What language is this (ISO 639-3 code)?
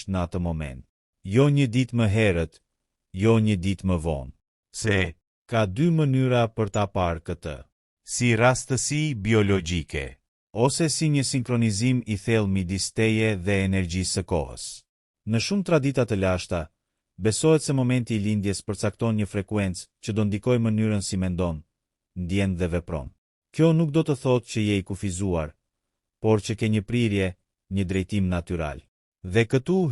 sqi